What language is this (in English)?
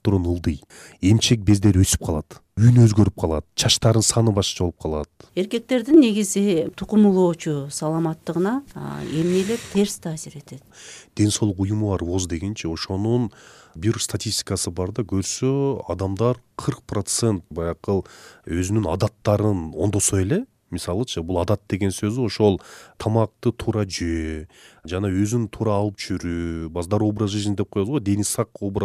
Kyrgyz